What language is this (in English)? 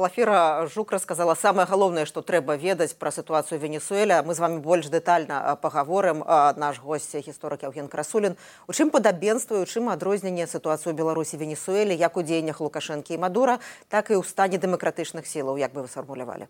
Belarusian